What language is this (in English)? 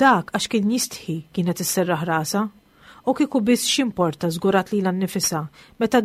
Maltese